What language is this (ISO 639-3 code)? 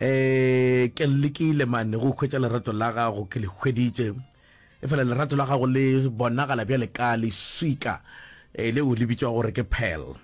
nso